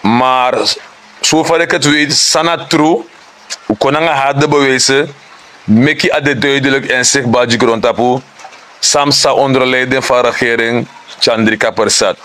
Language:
Sranan Tongo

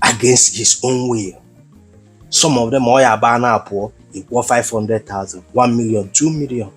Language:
Igbo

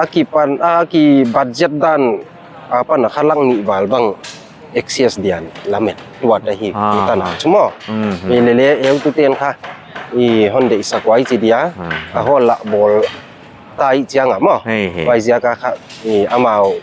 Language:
Paite Chin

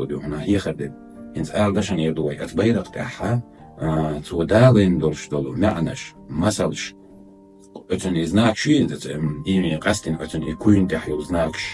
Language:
Chechen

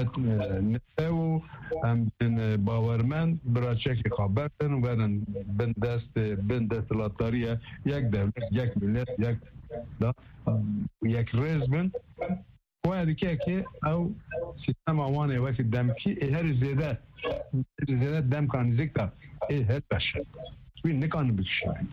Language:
Kurdish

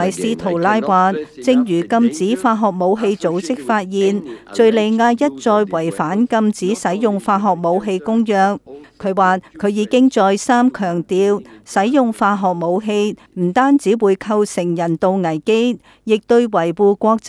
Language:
Cantonese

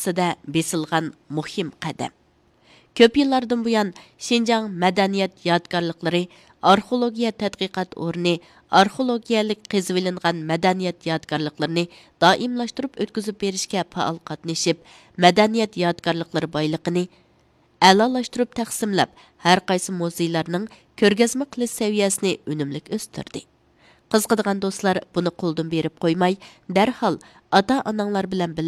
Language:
Uyghur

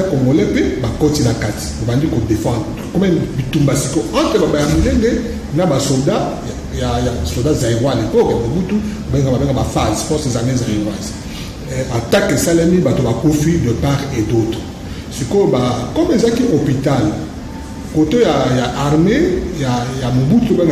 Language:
Lingala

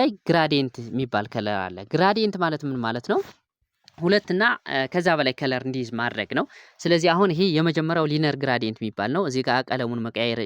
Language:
Amharic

